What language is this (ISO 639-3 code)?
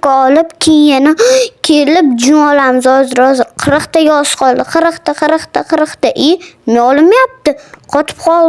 uzb